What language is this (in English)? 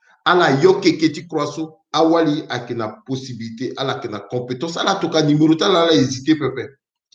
Sango